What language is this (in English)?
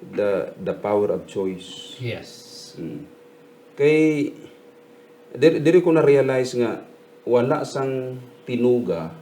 Hiligaynon